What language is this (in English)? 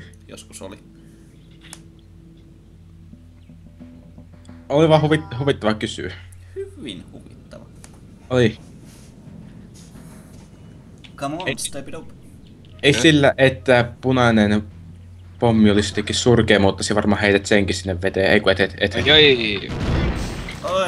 Finnish